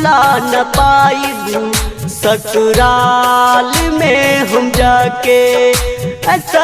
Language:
Bhojpuri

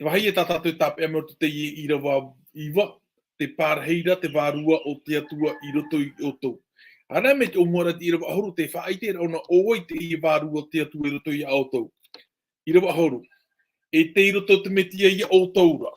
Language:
Tahitian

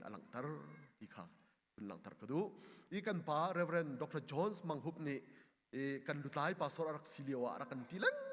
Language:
Hakha Chin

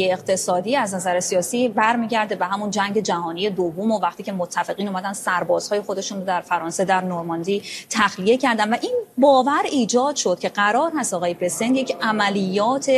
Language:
Persian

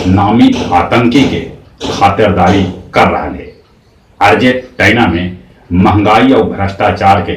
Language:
Magahi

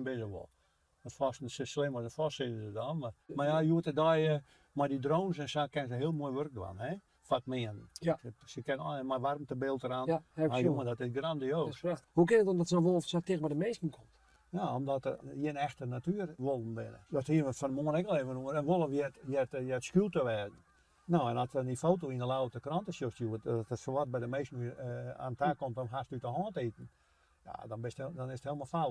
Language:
Western Frisian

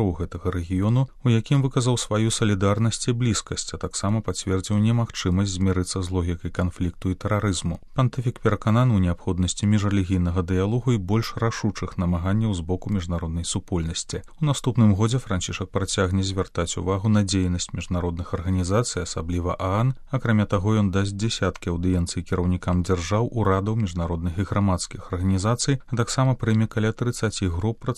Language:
Belarusian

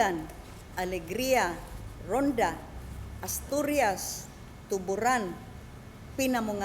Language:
Cebuano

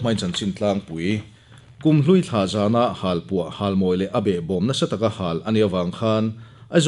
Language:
Mizo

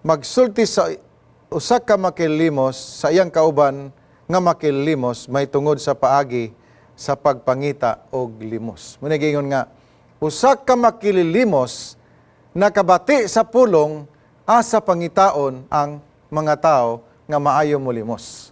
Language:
Cebuano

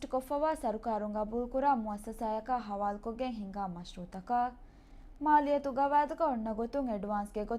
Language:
Divehi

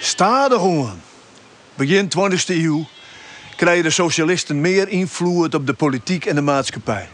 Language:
Western Frisian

